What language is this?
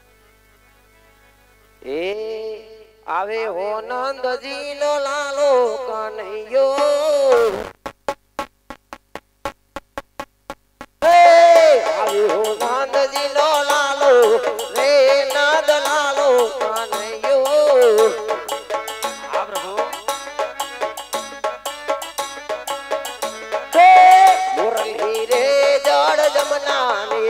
Gujarati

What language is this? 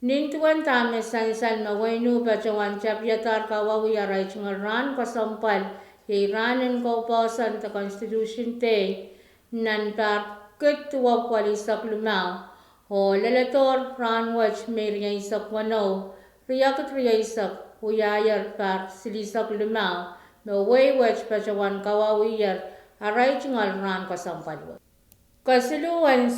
Pohnpeian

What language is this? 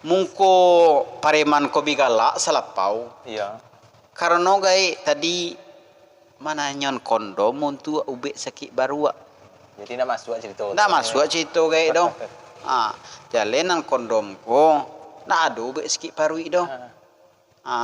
Minangkabau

